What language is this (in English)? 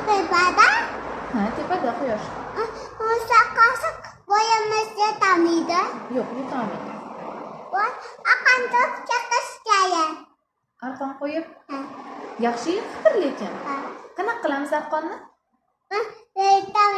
Uzbek